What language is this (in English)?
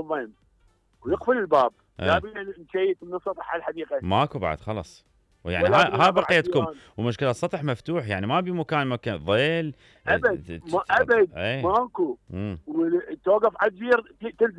Mesopotamian Arabic